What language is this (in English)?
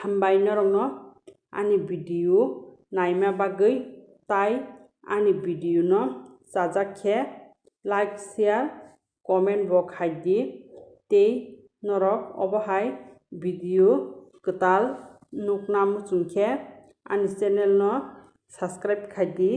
Kok Borok